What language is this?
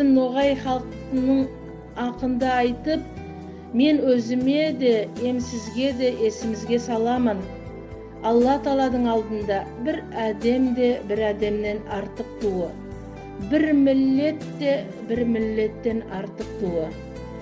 Nogai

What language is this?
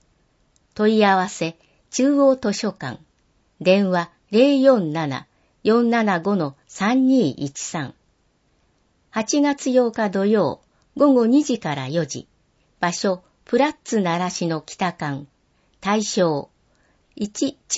Japanese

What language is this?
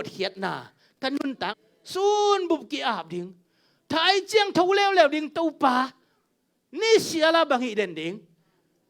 Tedim Chin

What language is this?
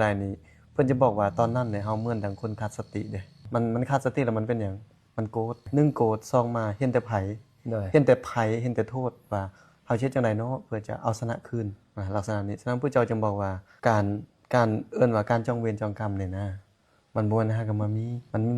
Lao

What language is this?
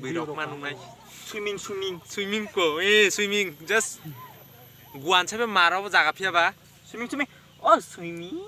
Kok Borok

